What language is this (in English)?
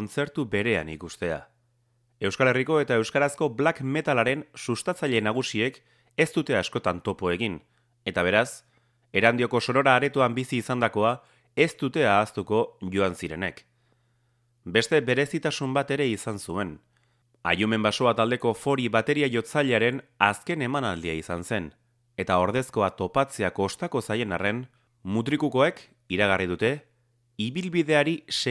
Basque